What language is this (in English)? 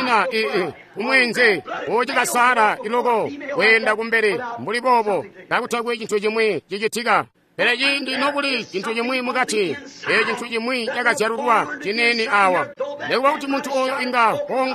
Tonga (Zambia)